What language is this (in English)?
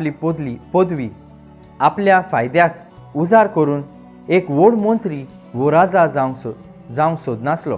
Konkani